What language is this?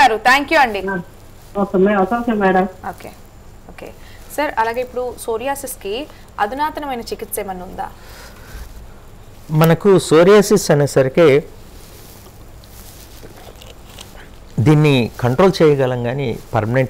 Telugu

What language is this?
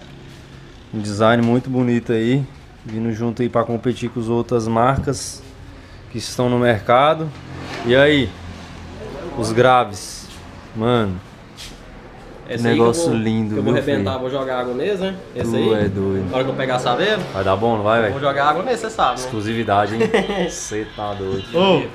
Portuguese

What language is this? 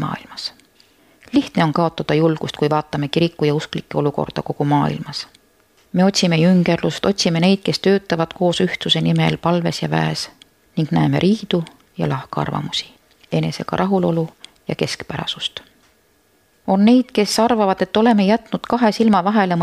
Estonian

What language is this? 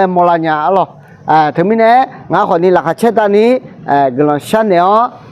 Akha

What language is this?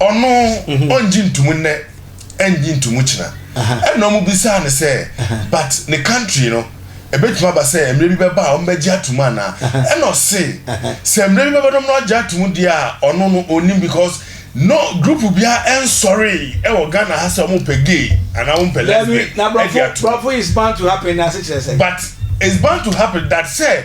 Akan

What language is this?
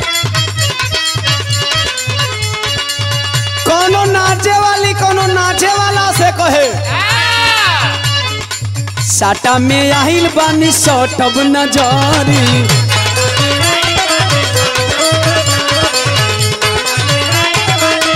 Bhojpuri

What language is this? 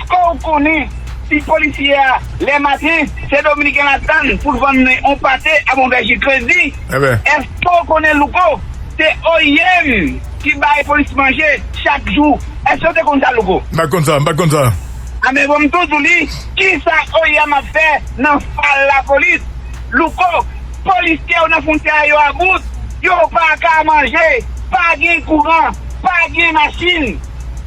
Haitian Creole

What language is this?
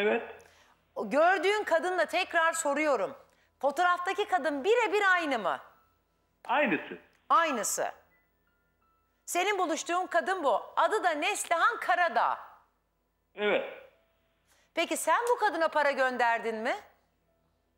Turkish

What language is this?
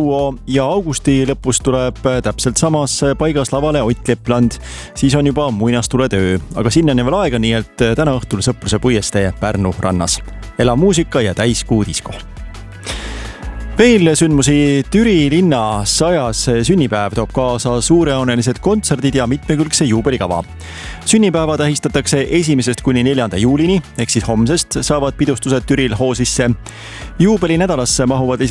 Estonian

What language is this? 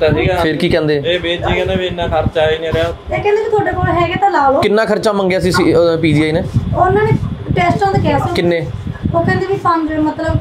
Punjabi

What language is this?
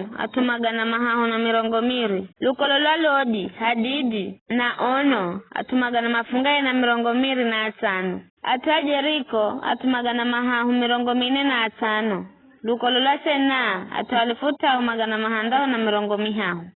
Giryama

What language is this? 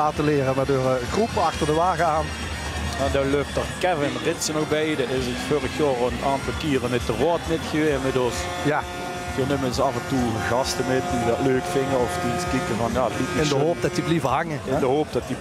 Limburgish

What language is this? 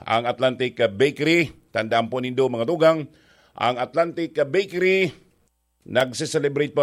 Bikol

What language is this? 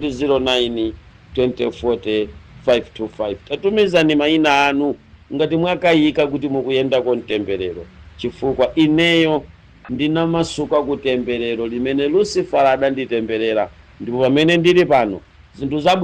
Nyanja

